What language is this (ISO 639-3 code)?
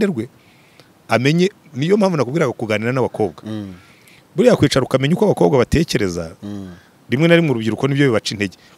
kin